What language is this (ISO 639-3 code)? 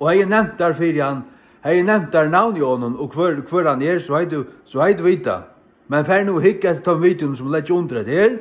fao